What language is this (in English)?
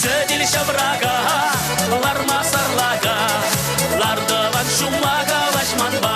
Chuvash